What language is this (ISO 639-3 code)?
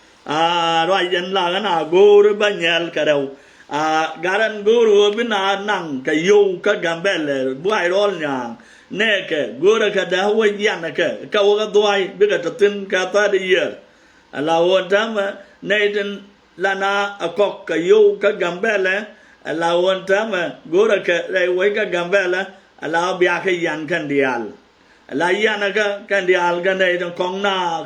nus